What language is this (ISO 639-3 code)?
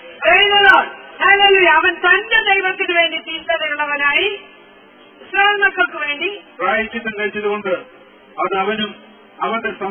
mal